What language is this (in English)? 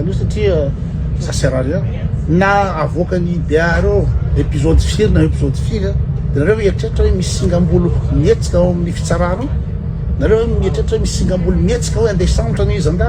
Malagasy